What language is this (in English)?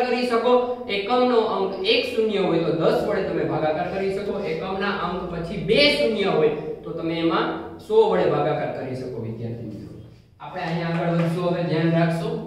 Gujarati